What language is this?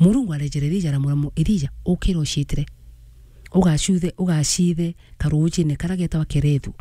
Meru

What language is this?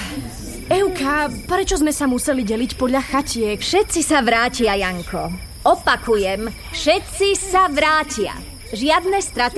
Slovak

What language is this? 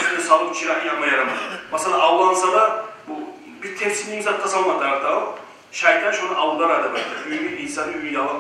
Kumyk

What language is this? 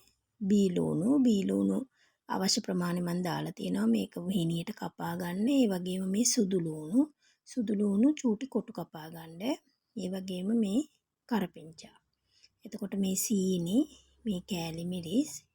Sinhala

